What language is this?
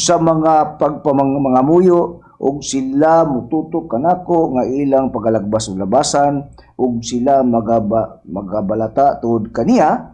Cebuano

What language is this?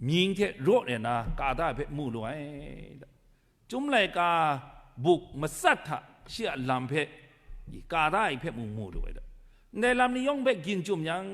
Kachin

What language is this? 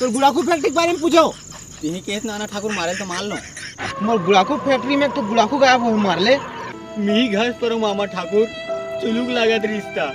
Chhattisgarhi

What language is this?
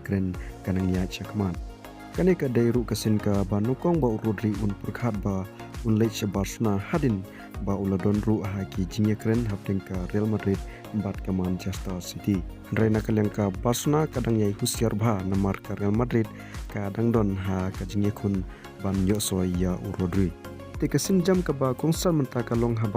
Khasi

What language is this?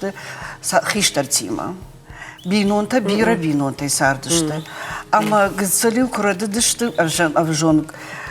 Ossetic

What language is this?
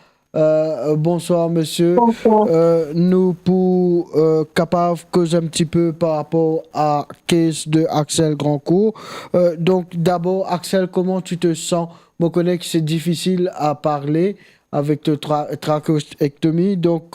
Morisyen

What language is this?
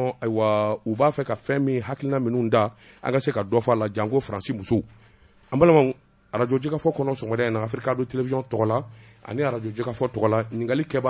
Bambara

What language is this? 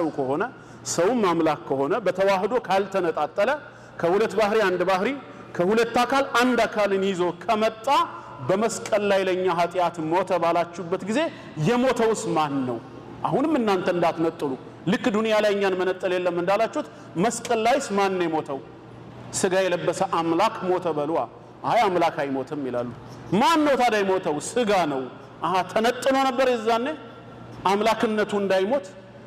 Amharic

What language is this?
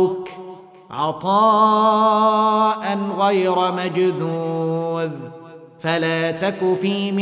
Arabic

